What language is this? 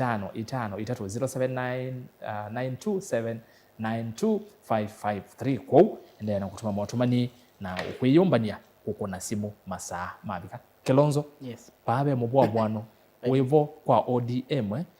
Kamba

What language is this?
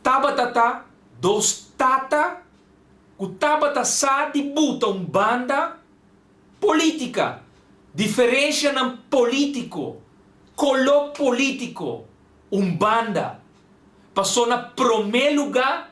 Papiamento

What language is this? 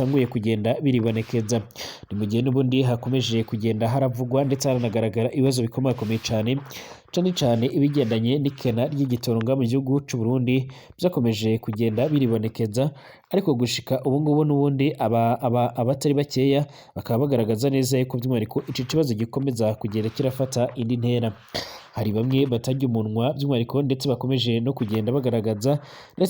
Rundi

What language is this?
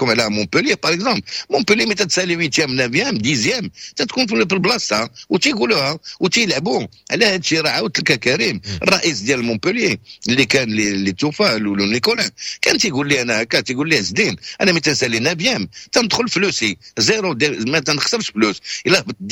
Moroccan Arabic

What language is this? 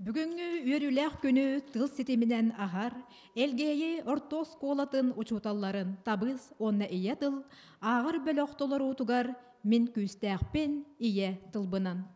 Yakut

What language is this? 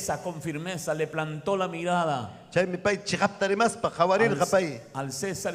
Ayacucho Quechua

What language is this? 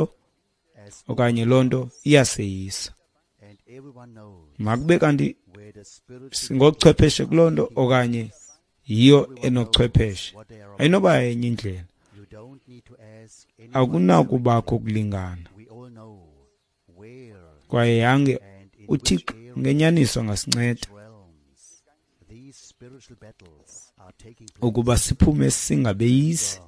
Xhosa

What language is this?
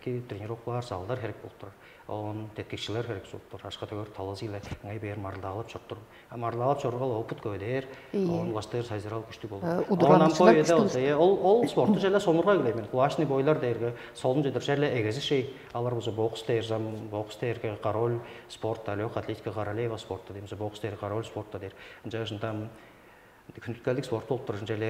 Tuvinian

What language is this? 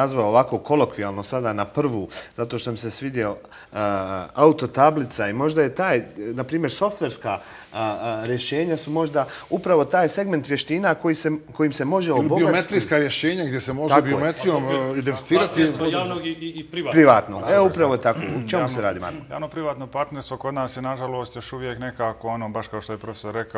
Bosnian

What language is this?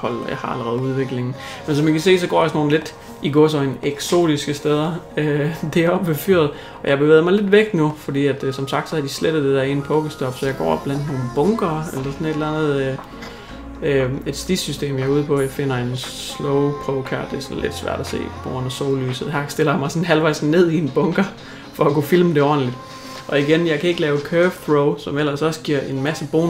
Danish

